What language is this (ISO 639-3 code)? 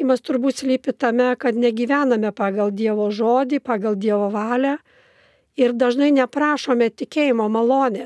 lit